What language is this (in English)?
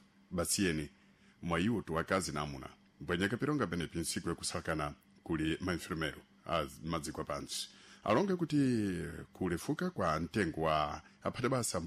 Sena